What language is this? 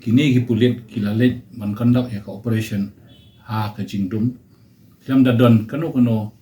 Khasi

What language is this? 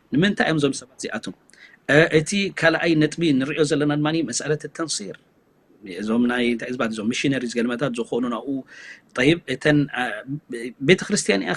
Tigrinya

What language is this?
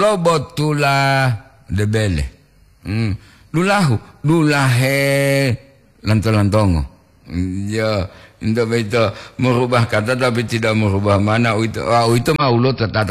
Gorontalo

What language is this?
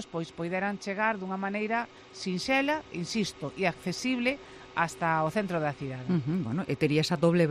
Galician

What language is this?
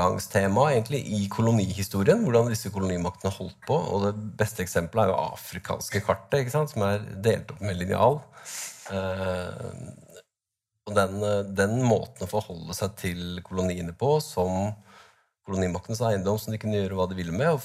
Norwegian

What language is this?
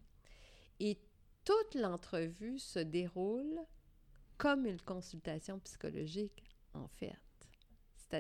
French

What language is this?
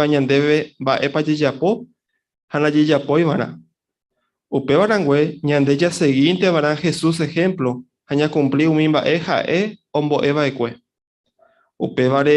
Guarani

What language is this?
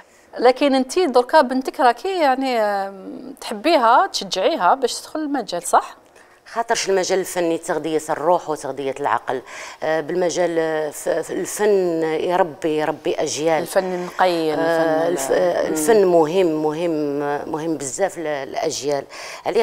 Algerian Arabic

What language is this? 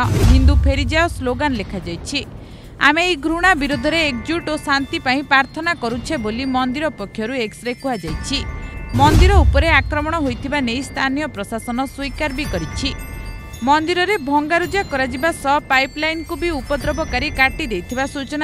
Odia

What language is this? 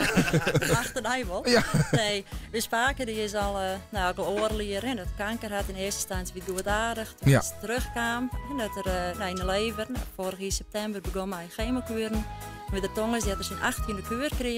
Western Frisian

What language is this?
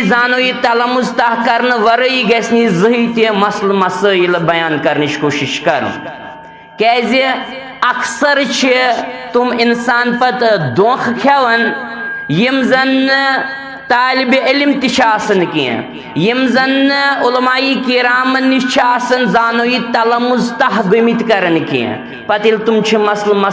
Kashmiri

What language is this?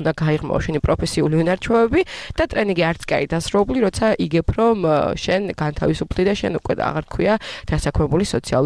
Georgian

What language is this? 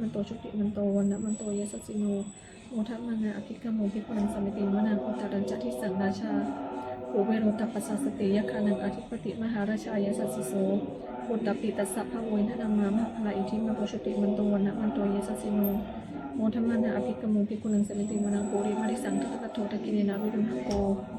Pali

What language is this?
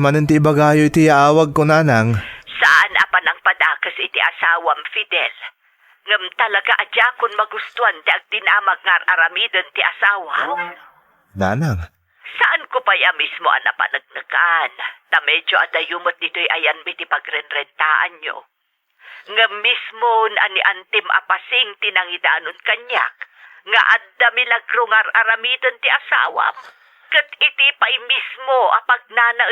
Iloko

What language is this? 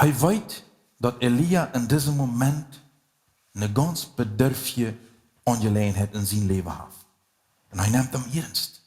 Plautdietsch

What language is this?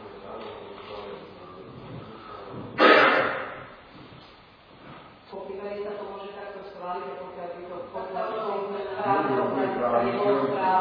Slovak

